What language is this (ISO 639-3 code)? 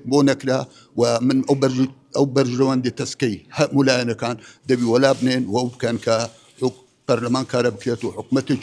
ckb